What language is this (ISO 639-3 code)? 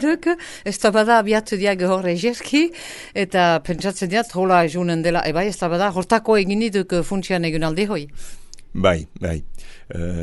eus